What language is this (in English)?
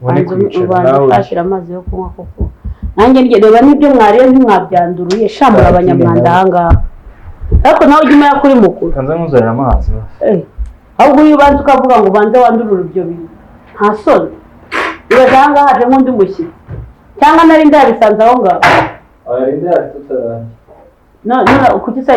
Kinyarwanda